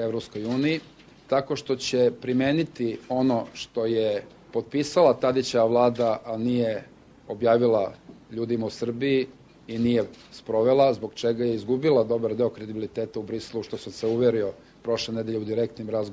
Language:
Serbian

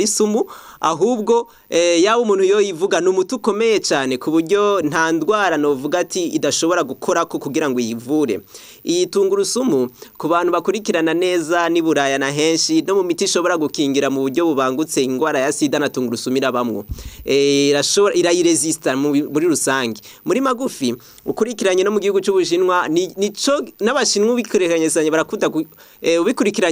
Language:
Rundi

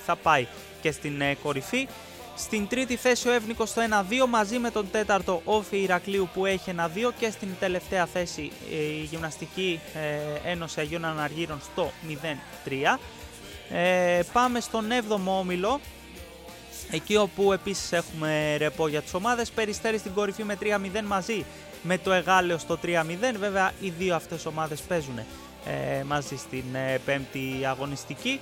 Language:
Greek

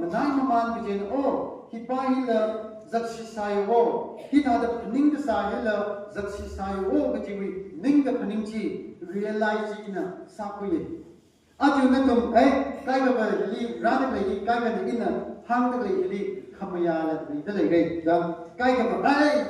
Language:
Tangkhul Naga (India)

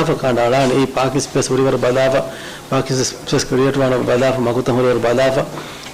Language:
Divehi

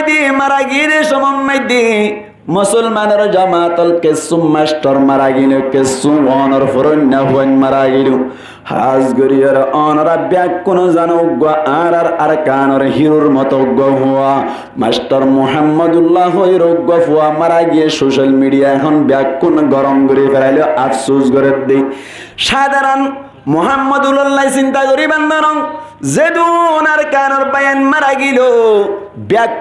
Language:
Rohingya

